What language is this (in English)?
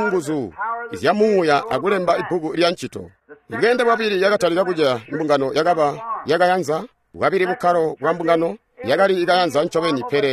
Tonga (Zambia)